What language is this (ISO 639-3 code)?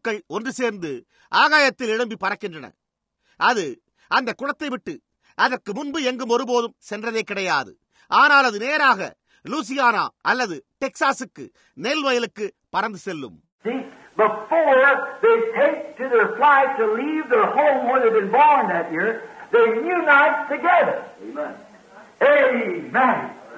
tam